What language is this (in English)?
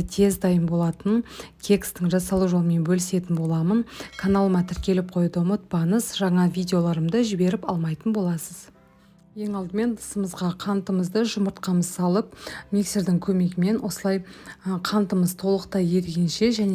Kazakh